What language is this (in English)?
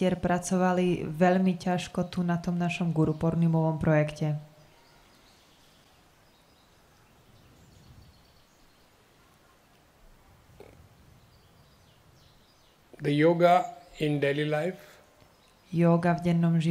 Slovak